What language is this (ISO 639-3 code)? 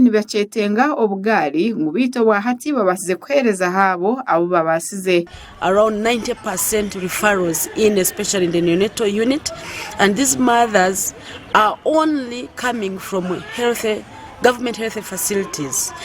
nyn